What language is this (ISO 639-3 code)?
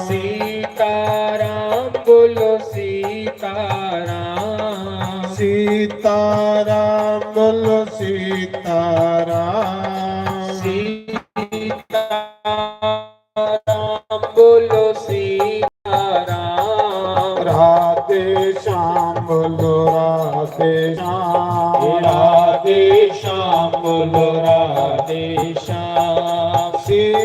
doi